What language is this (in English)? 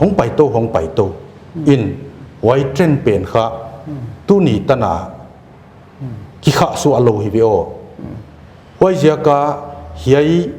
Paite Chin